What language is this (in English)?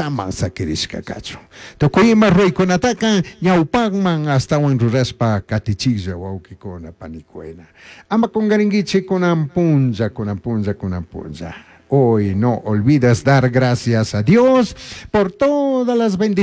Chimborazo Highland Quichua